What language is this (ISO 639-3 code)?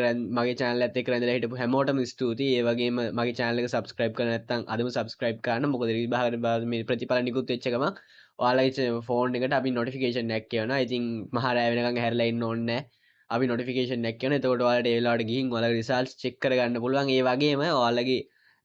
sin